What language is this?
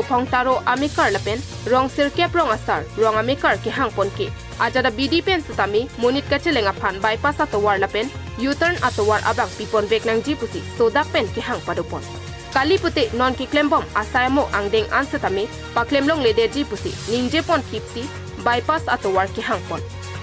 Karbi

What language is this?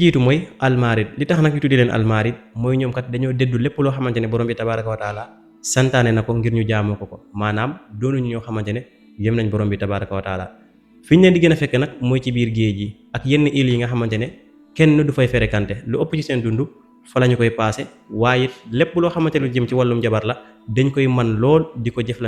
Wolof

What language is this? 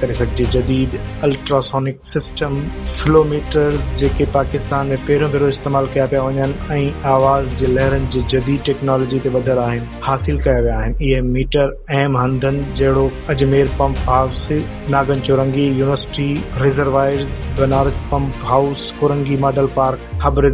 Sindhi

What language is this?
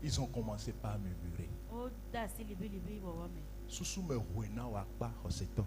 Ewe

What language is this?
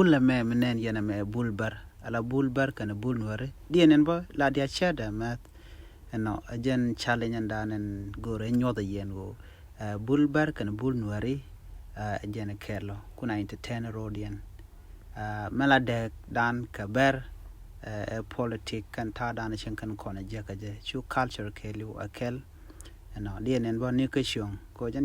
Nuer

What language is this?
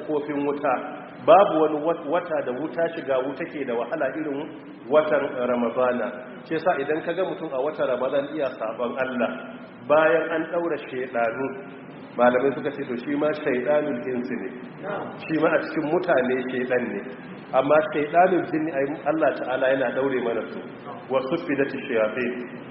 Hausa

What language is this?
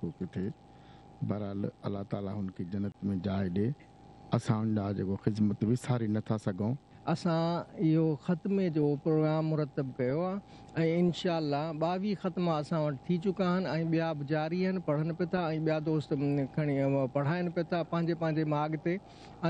Sindhi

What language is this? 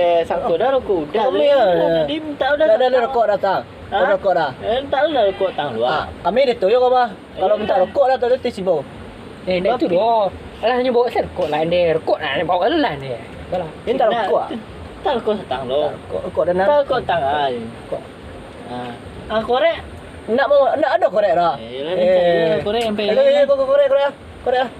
Minangkabau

